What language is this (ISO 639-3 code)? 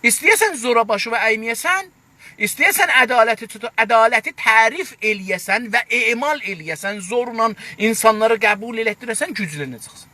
azb